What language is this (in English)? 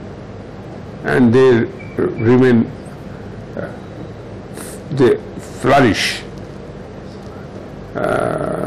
English